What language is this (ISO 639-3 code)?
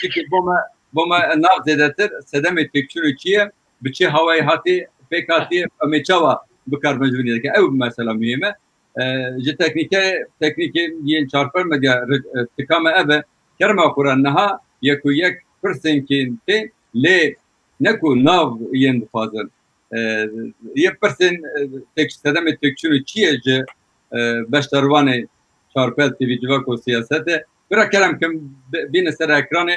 kur